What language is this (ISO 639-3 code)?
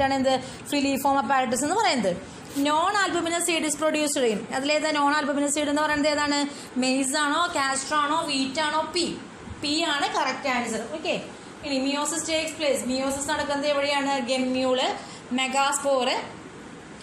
mal